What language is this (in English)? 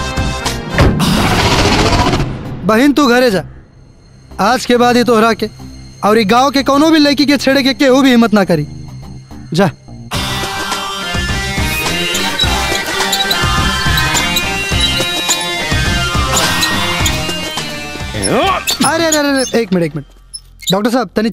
Bhojpuri